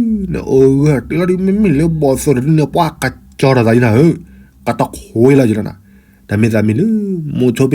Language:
S'gaw Karen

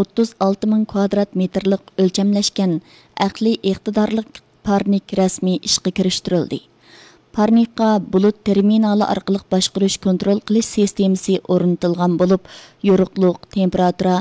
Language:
Uyghur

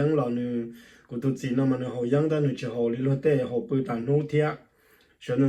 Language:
Hmong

